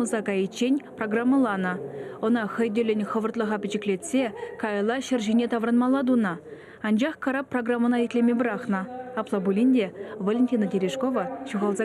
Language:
Chuvash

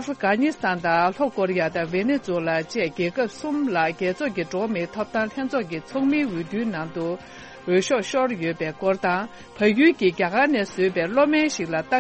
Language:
Tibetan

